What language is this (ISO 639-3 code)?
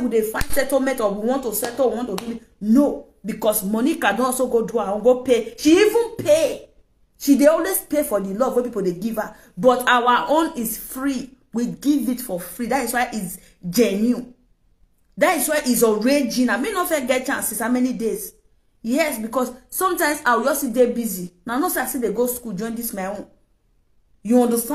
pcm